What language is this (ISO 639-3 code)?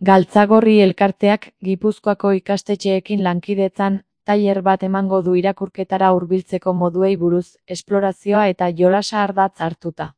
eus